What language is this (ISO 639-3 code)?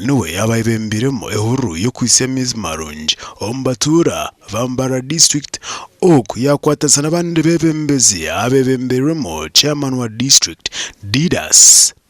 nyn